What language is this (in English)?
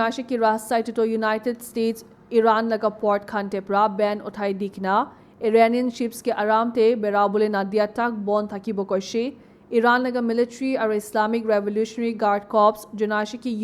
Naga Pidgin